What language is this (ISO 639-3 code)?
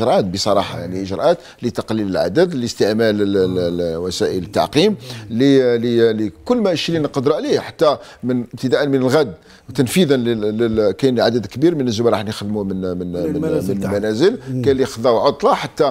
arq